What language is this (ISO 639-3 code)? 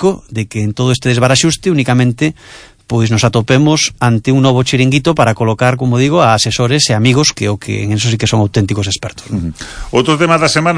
glg